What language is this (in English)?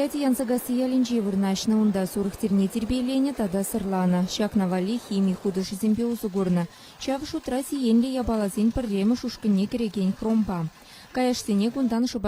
Chuvash